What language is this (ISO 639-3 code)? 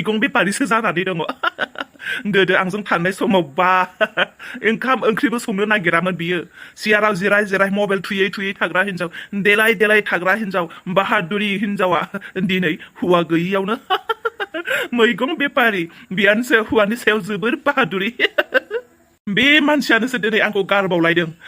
brx